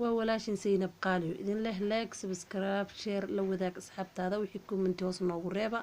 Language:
Somali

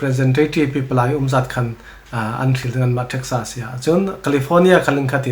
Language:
Falam Chin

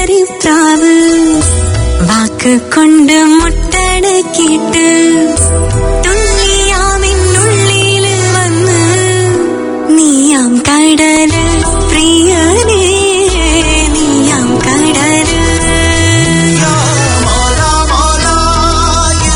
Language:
Malayalam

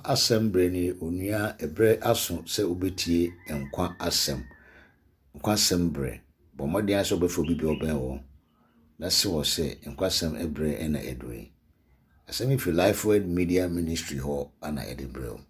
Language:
Akan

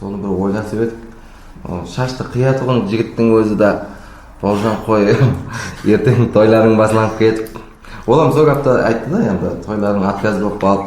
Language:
Kara-Kalpak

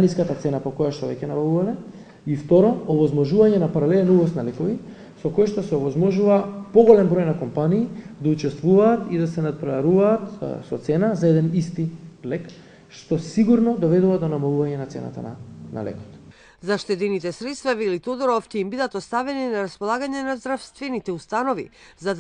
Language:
Macedonian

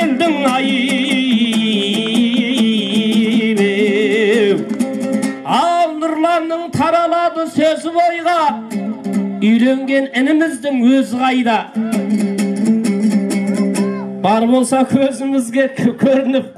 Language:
Kazakh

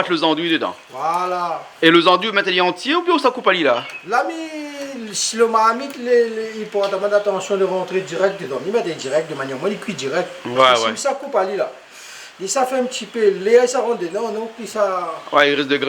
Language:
Réunion Creole French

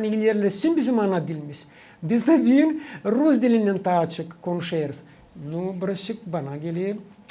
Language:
Gagauz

